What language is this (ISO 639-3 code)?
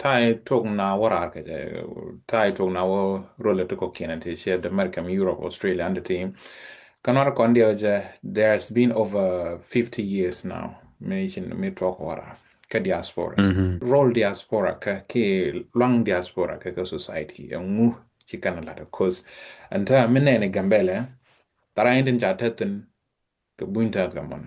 nus